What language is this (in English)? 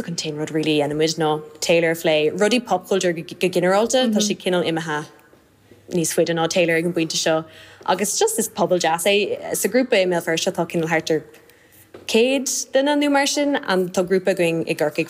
Irish